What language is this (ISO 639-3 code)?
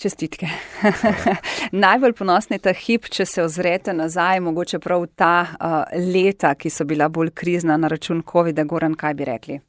slv